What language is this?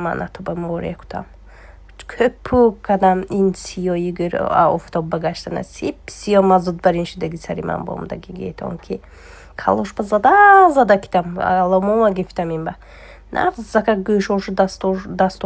Tajik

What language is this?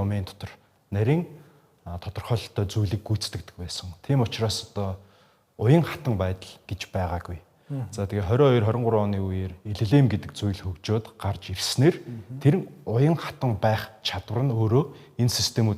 Mongolian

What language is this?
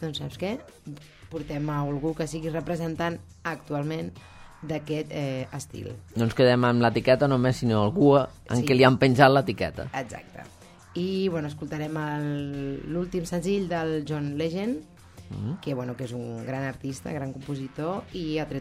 Catalan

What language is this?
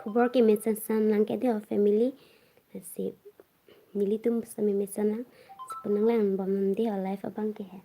Karbi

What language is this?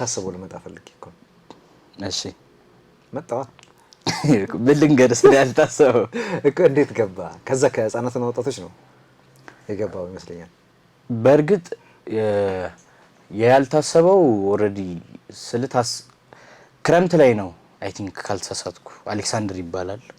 Amharic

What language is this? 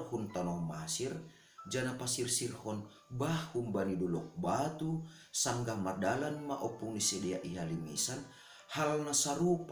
Batak Simalungun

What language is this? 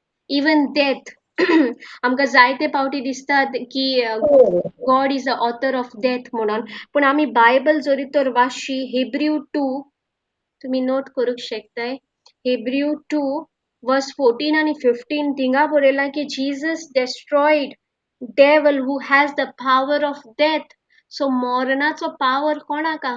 Konkani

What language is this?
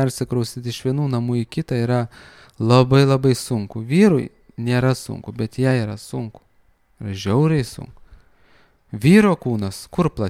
Lithuanian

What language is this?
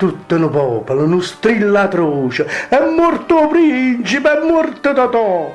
Neapolitan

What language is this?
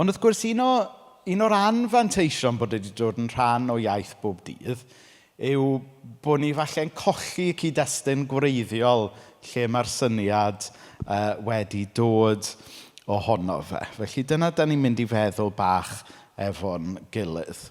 Welsh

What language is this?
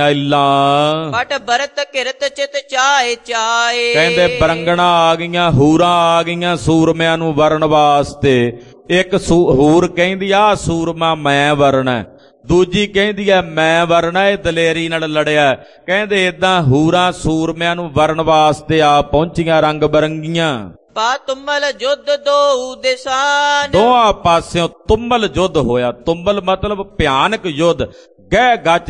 Punjabi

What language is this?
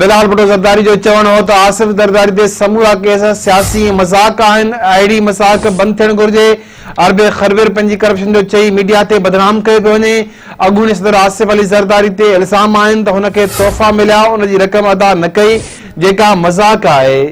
Sindhi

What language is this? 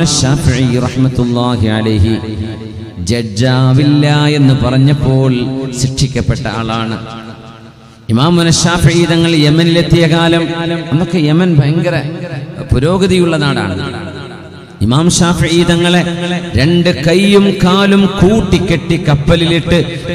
Malayalam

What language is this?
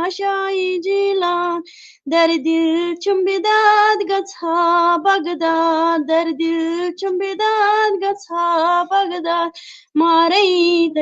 Kashmiri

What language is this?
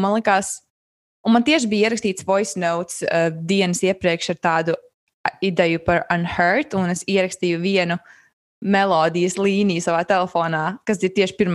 Latvian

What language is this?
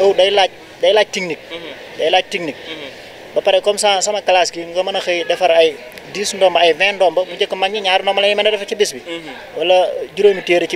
Wolof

